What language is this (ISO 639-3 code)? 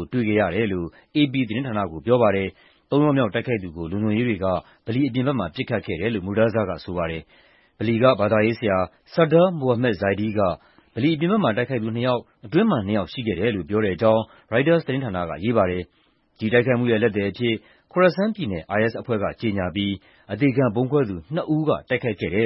mya